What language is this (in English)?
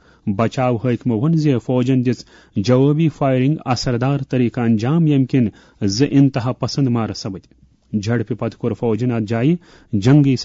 Kashmiri